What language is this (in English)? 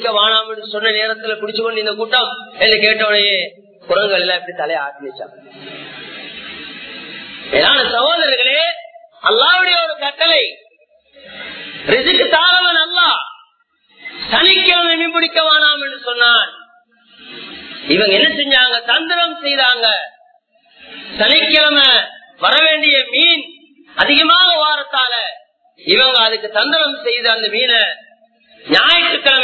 Tamil